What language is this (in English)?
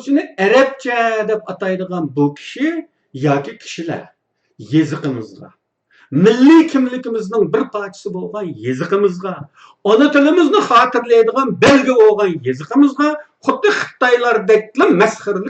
Uyghur